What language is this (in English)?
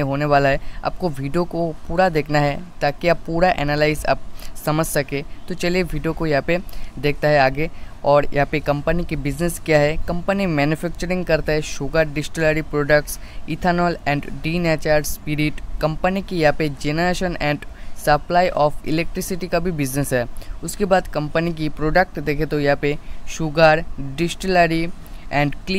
Hindi